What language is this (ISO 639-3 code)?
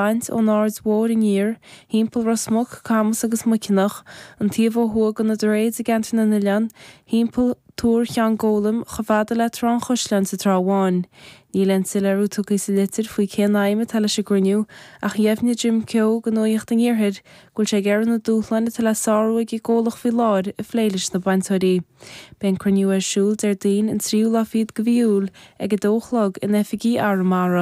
gle